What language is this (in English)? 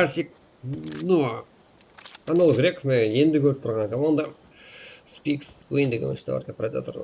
Kara-Kalpak